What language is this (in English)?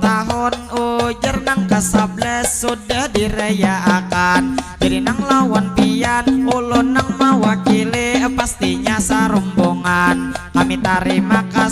Banjar